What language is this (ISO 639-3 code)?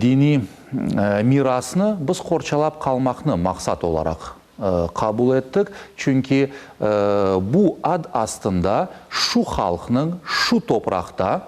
crh